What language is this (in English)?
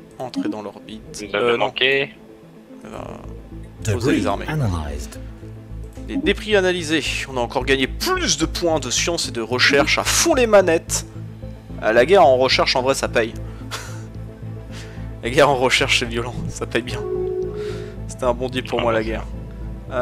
French